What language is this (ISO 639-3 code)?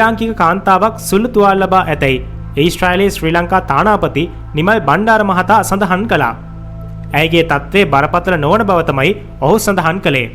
sin